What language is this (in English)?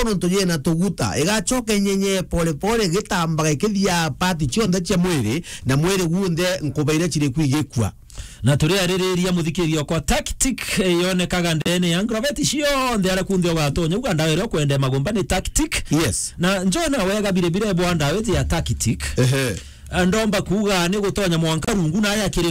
Meru